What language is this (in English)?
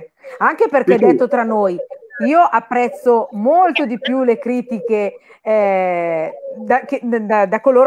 Italian